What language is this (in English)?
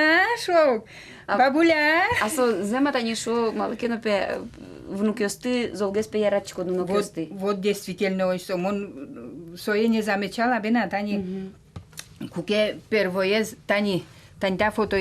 Udmurt